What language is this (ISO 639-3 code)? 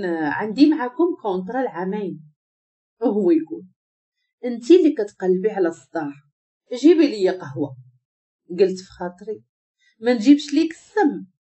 ary